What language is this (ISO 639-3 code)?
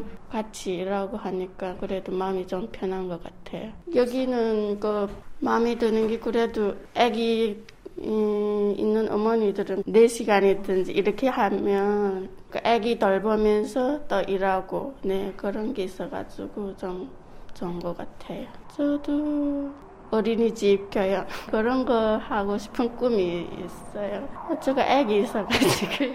kor